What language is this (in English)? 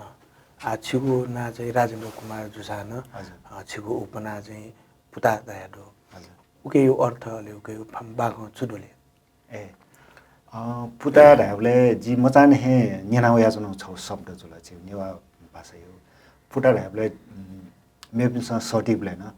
Newari